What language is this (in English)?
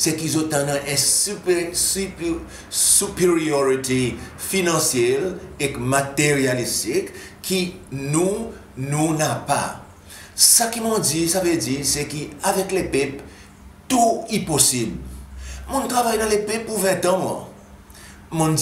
Seselwa Creole French